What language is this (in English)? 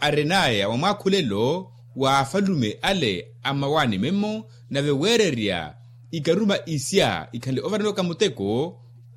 Makhuwa